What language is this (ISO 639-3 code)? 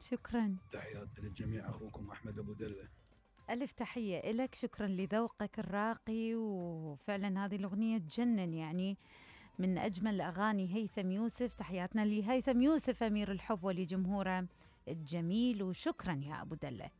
acm